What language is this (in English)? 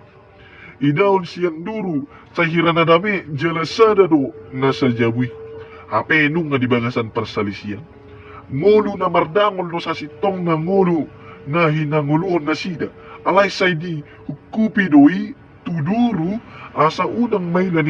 Batak Toba